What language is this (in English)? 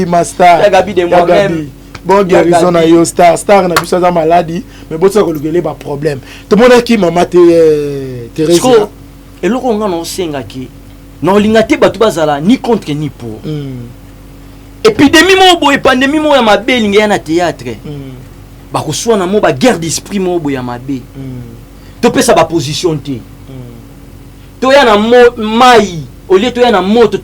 Lingala